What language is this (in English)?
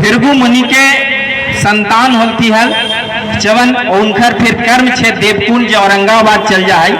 Magahi